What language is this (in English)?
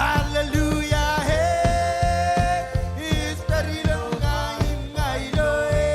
Marshallese